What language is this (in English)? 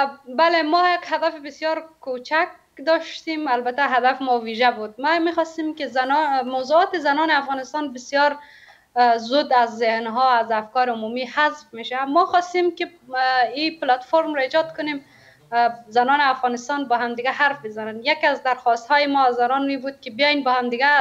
Persian